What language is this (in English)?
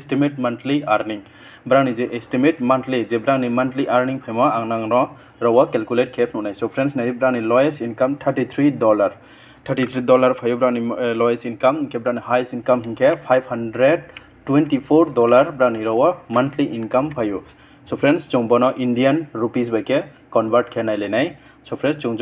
Riang (India)